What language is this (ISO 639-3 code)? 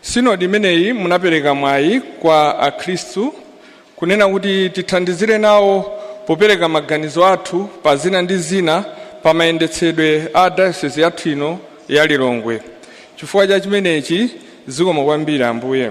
nya